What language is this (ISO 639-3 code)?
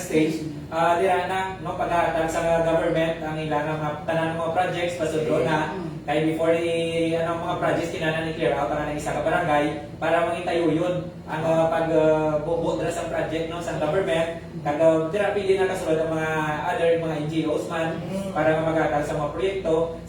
hil